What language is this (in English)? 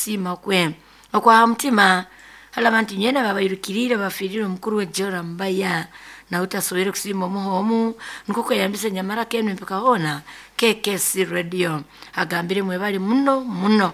Nyoro